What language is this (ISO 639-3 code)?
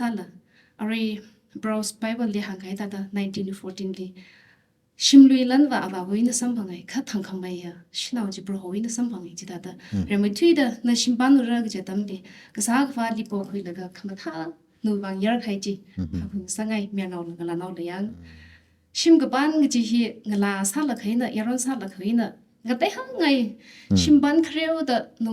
nmf